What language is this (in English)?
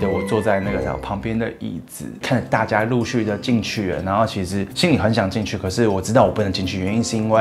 Chinese